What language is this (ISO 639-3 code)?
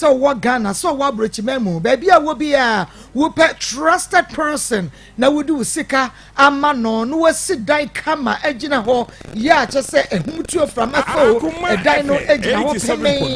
aka